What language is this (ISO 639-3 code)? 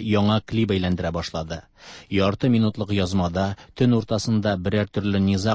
tat